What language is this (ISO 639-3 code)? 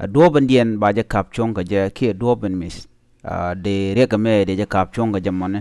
nus